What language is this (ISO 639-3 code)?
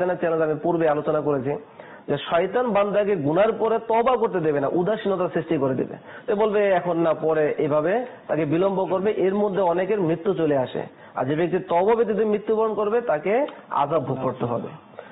ben